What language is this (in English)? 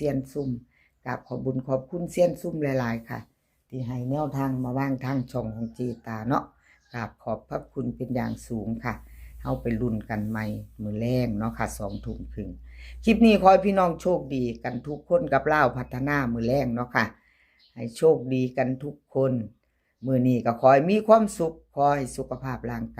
Northeastern Thai